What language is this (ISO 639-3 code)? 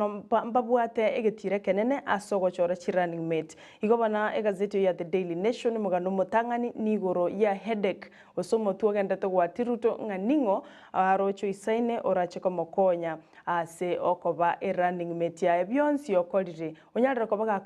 guz